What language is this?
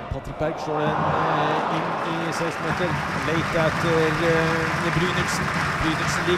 Norwegian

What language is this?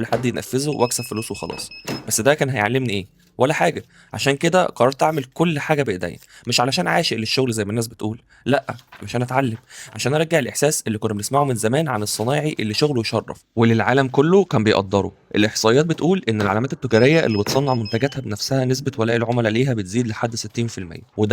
Egyptian Arabic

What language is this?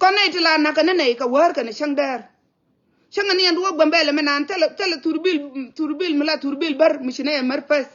Nuer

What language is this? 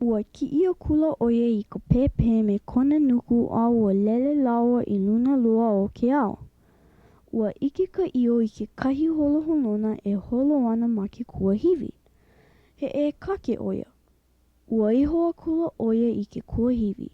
Hawaiian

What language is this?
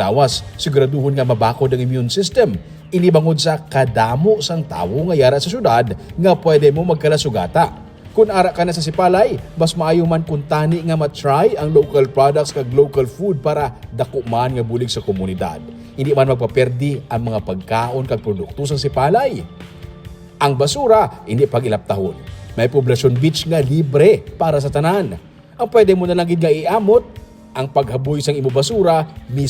Hiligaynon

